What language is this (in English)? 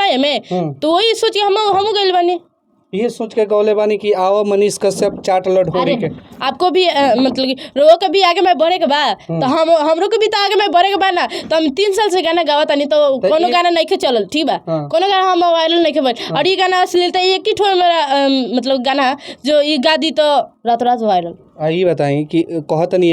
Bhojpuri